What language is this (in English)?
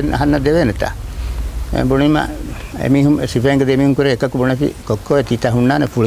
Divehi